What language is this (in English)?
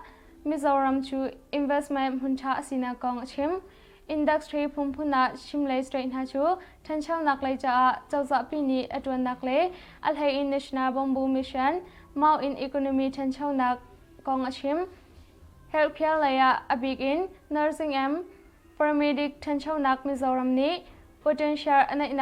Hakha Chin